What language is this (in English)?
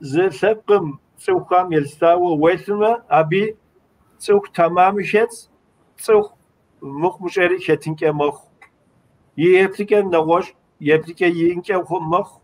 Kabardian